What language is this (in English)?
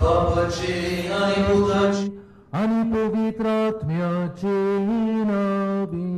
Konkani